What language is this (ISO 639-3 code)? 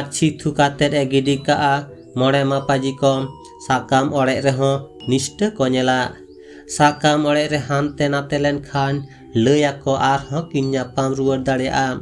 sat